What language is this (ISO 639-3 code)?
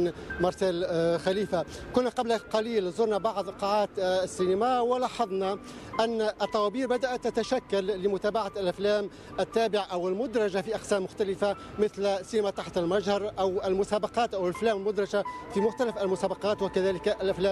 aeb